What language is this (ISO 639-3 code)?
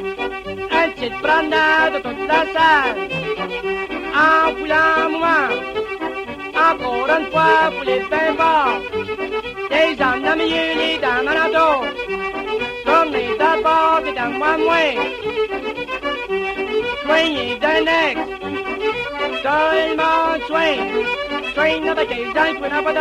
fra